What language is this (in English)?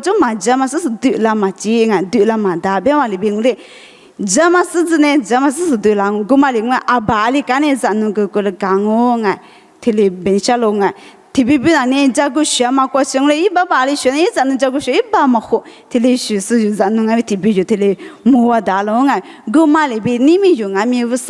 Lisu